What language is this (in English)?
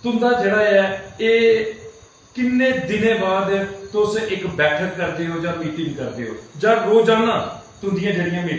Dogri